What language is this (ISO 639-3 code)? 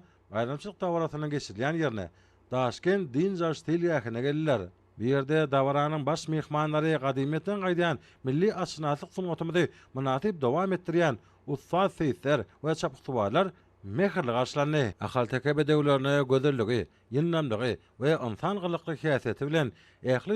tuk